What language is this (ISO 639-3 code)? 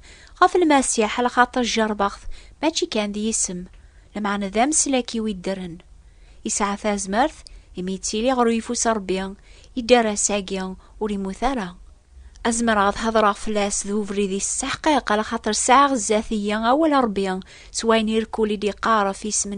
kab